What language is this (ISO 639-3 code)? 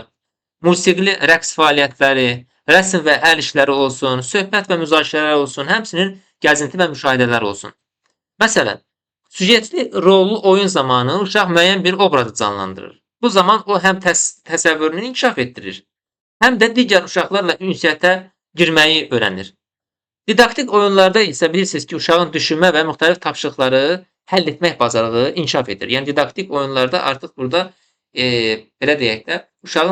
aze